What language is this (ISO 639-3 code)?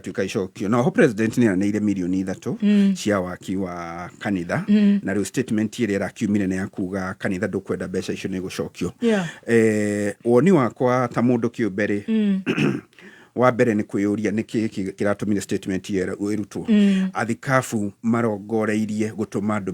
kik